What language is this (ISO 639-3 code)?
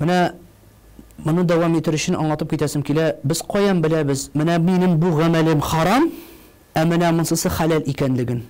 tat